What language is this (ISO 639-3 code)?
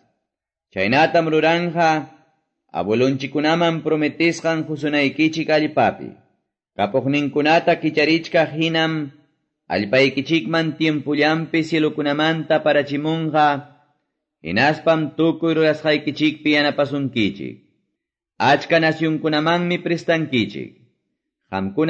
que